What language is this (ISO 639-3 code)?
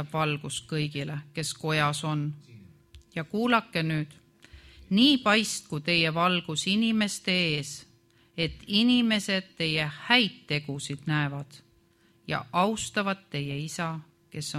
est